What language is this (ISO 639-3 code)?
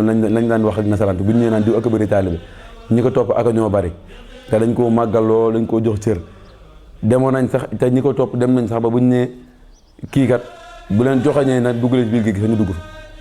wol